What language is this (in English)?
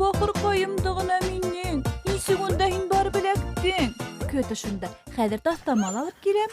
Bashkir